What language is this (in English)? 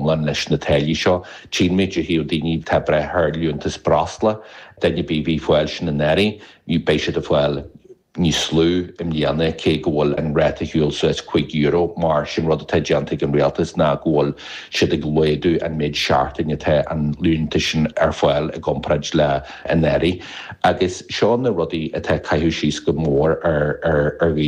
Irish